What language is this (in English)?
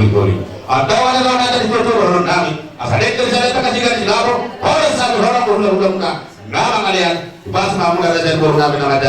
Batak Toba